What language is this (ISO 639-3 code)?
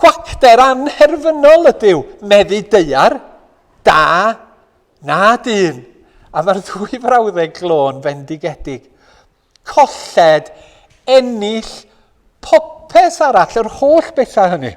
cym